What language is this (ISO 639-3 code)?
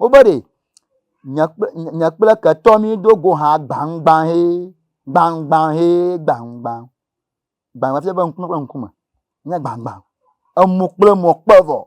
ewe